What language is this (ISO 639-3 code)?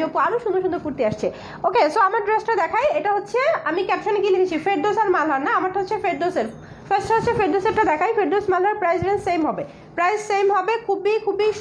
ben